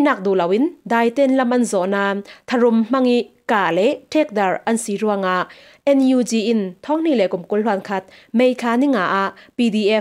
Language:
Falam Chin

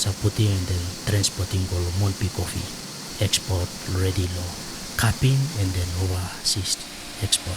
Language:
Tok Pisin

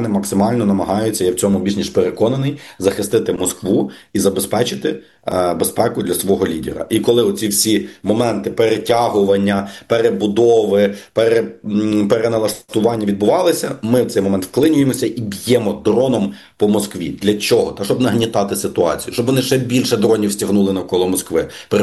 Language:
Ukrainian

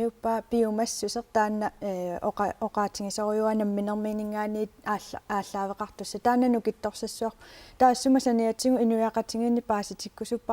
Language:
Kalaallisut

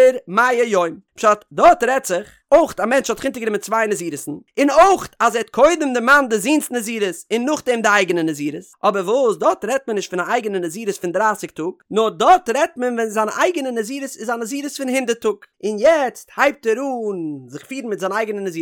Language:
Yiddish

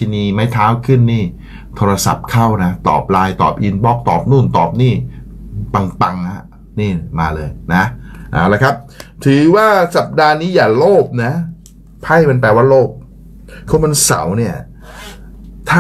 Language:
Thai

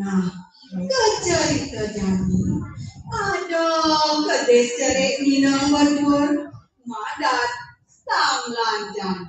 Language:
Balinese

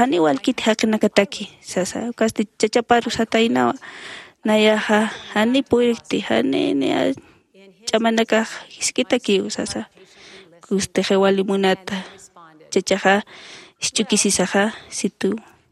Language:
Aymara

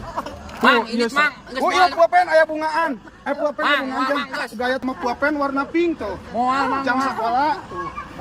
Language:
Sundanese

